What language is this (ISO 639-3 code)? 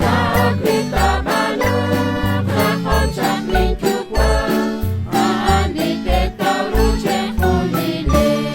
kek